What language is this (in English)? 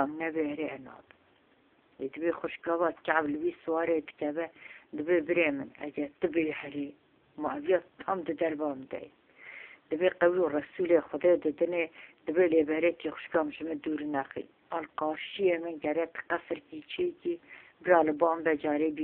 Kurdish